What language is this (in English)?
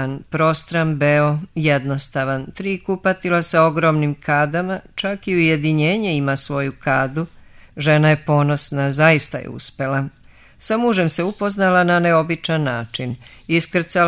Serbian